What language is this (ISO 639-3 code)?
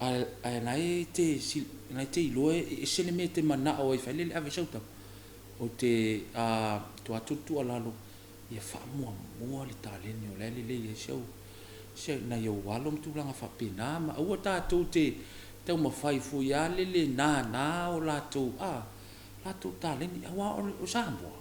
smo